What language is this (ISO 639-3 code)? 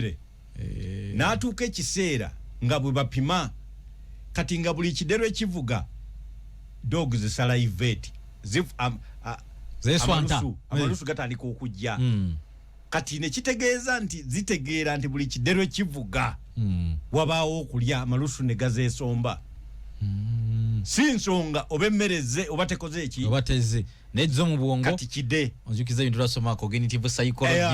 lug